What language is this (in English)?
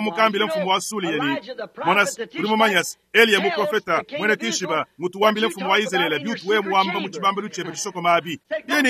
Luba-Lulua